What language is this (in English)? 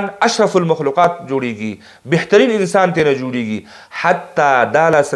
Pashto